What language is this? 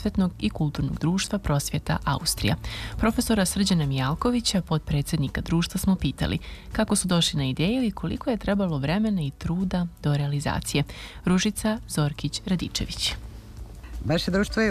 Serbian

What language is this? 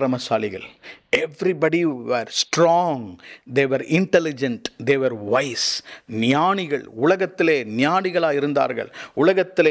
Tamil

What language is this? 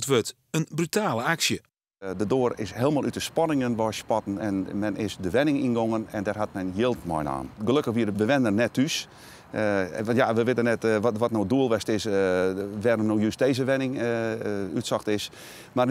Western Frisian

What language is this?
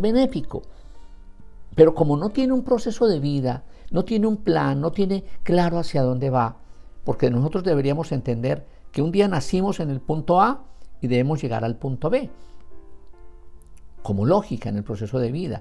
Spanish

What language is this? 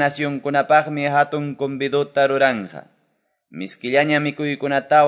Quechua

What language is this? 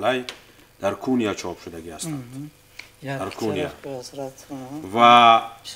Tajik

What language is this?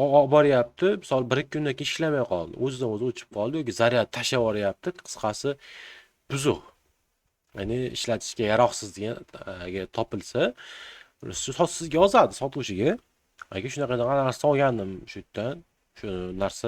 Uzbek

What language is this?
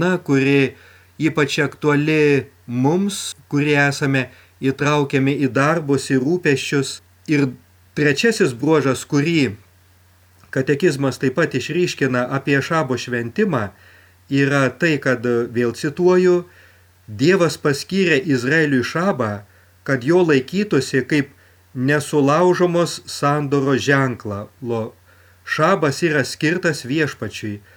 Lithuanian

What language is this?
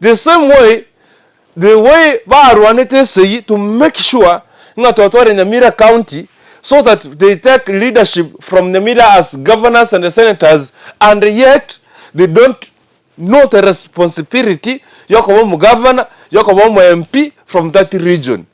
Gusii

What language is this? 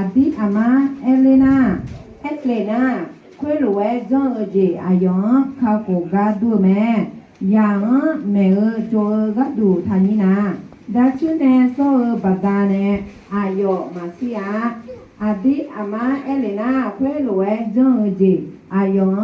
Akha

